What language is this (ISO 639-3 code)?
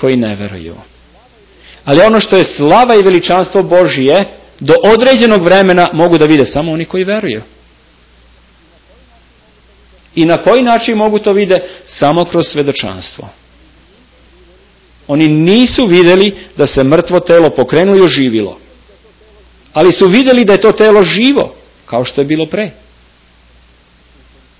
srp